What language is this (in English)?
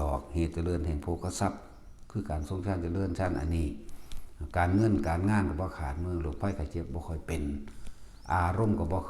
Northeastern Thai